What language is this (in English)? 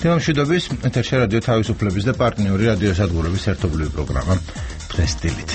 Georgian